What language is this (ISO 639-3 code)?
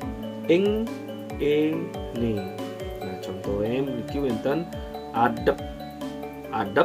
ban